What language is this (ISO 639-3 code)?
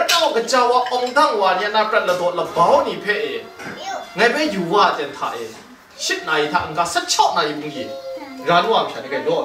kac